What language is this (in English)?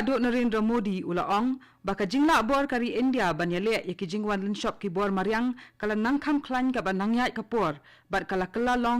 Khasi